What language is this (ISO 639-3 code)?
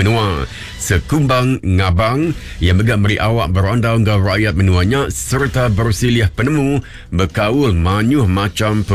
iba